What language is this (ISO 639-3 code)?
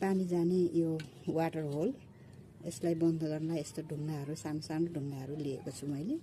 nep